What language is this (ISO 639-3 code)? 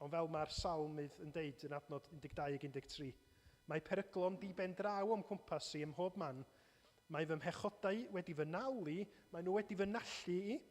cym